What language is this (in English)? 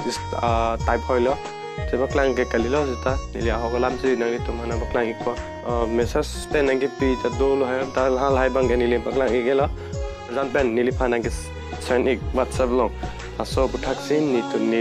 Karbi